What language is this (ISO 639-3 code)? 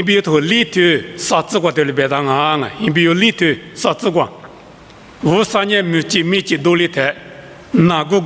lis